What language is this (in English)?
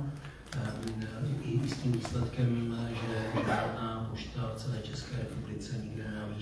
Czech